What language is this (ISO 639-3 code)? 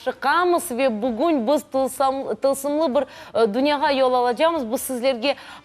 crh